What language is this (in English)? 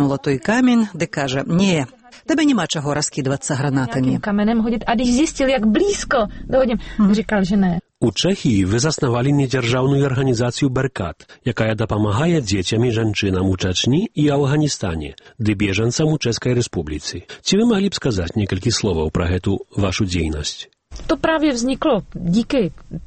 Belarusian